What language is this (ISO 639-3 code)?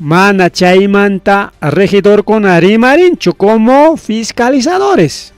quy